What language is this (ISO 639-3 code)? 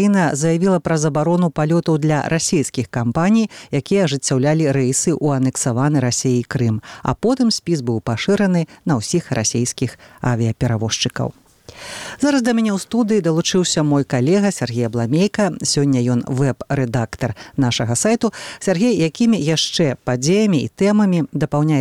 bel